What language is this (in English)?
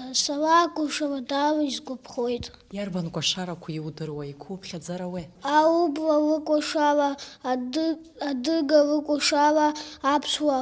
Abkhazian